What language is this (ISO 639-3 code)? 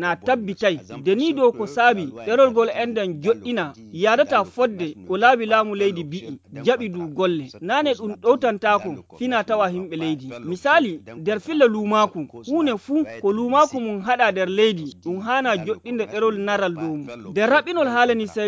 fuv